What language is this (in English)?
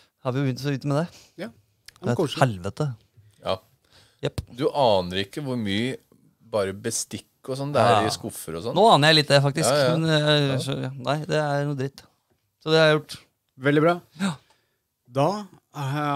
Norwegian